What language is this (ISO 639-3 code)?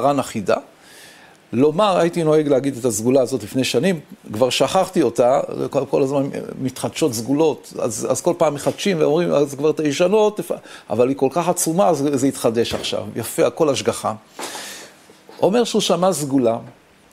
heb